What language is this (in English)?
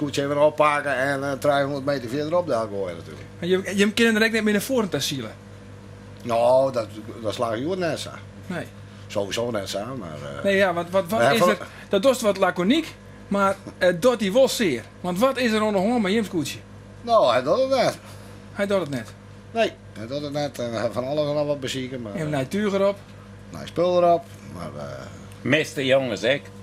Western Frisian